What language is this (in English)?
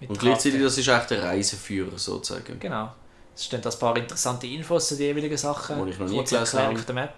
Swiss German